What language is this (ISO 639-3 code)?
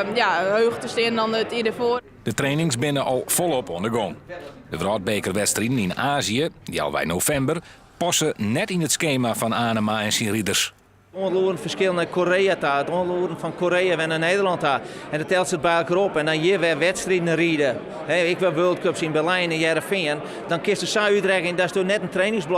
fry